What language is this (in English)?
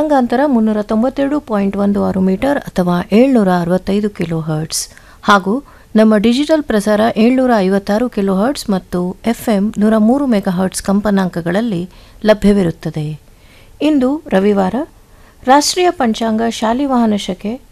Kannada